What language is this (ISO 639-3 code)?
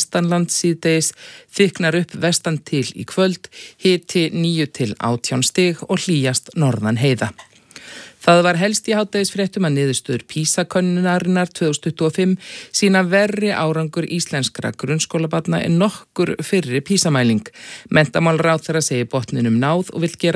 isl